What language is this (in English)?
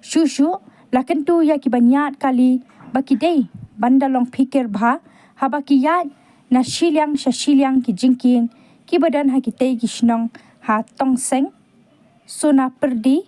Khasi